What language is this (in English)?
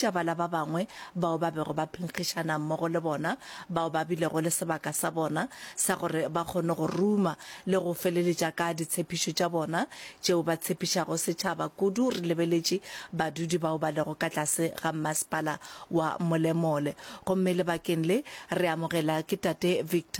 Northern Sotho